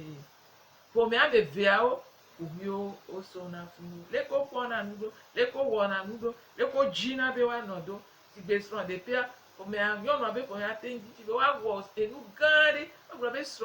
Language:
Gen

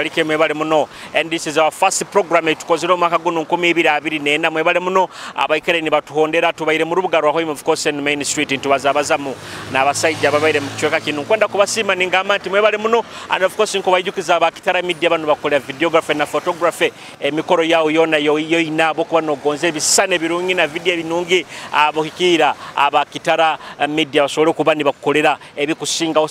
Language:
Nyoro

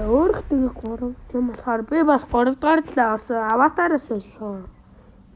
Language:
Mongolian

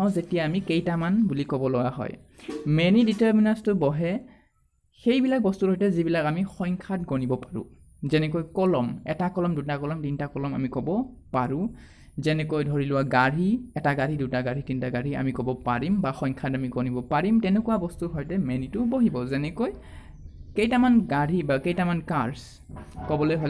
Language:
Assamese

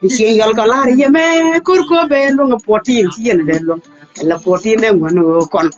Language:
Nuer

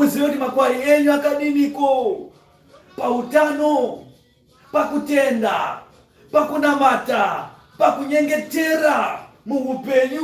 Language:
Shona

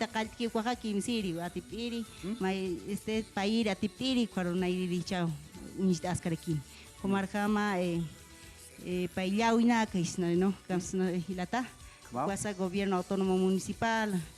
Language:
Aymara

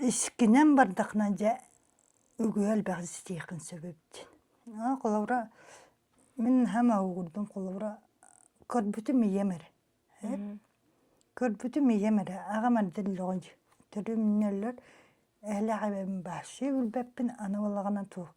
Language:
Yakut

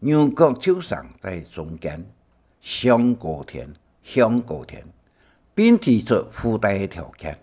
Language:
Hakka Chinese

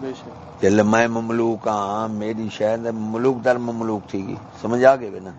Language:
Saraiki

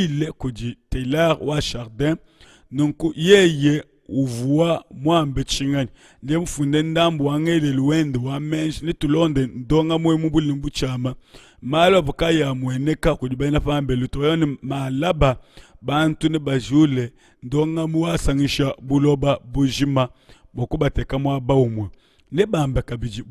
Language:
Luba-Lulua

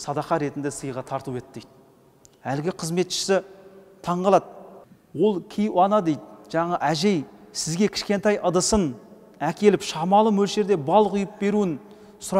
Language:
Kazakh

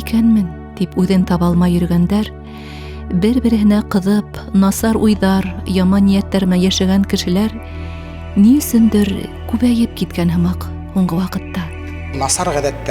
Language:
Bashkir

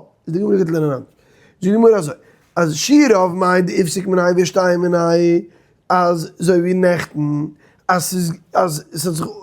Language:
Yiddish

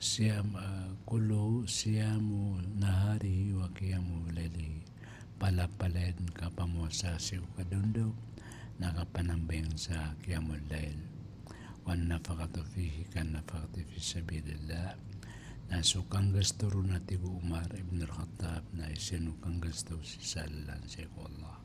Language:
Maranao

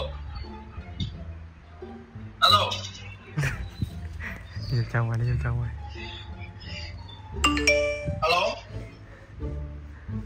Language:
Vietnamese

